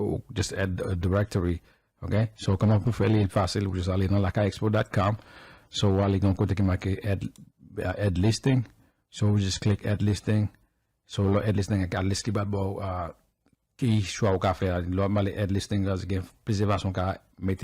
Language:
Haitian Creole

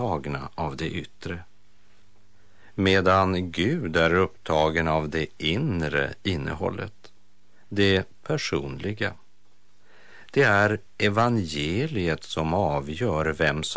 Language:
Swedish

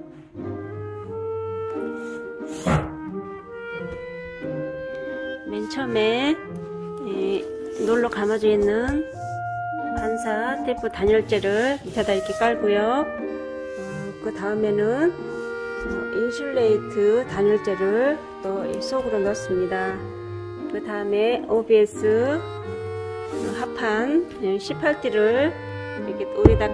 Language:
Korean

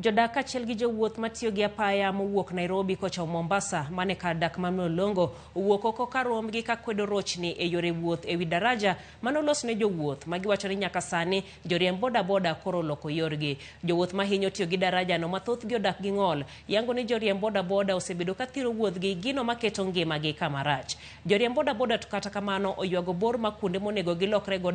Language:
Luo (Kenya and Tanzania)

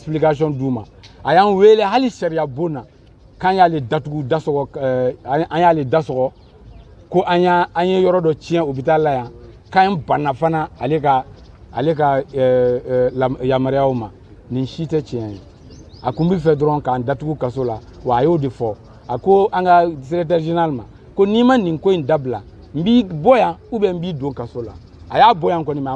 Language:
Bambara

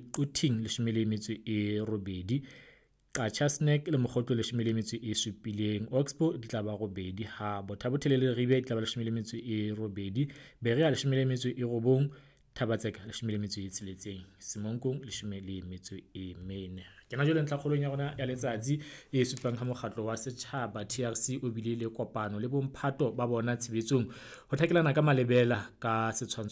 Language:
Southern Sotho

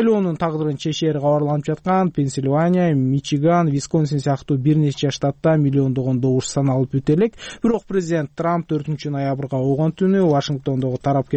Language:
Kyrgyz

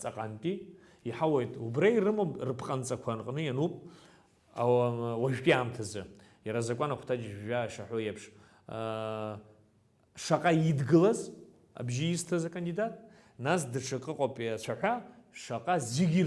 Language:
Abkhazian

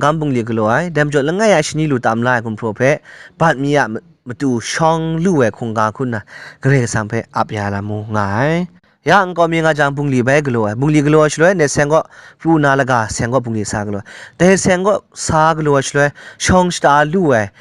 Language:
Kachin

